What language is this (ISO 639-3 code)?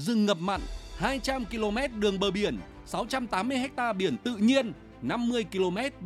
vie